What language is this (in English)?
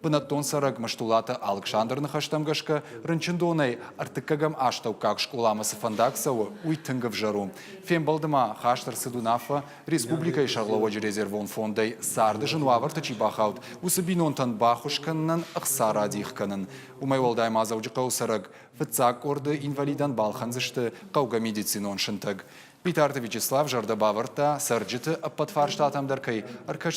Ossetic